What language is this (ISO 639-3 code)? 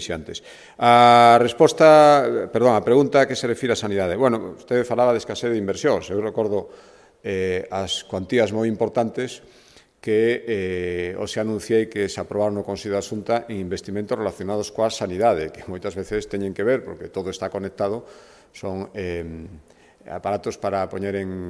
glg